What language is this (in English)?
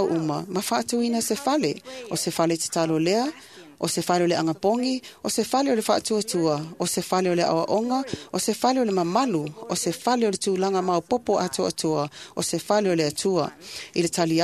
Samoan